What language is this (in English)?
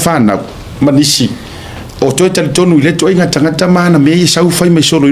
Samoan